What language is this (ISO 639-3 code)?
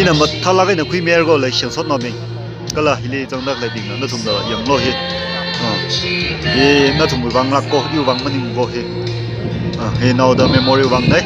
nmf